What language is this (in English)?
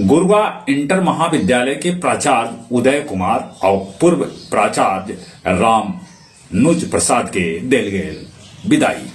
Magahi